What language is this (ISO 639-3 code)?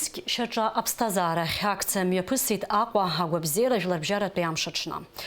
abk